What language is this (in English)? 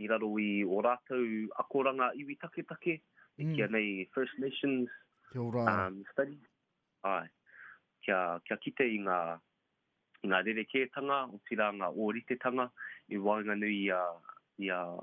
Māori